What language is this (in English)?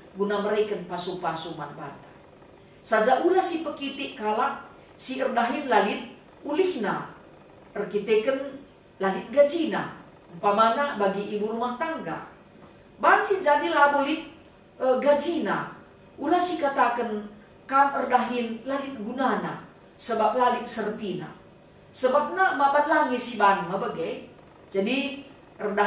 Batak Karo